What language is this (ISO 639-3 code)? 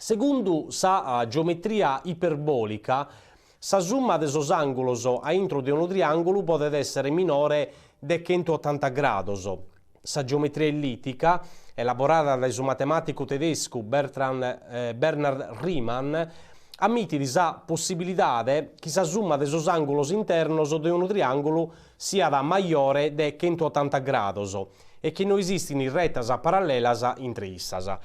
srd